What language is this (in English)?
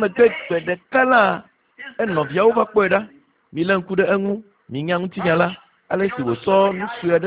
Ewe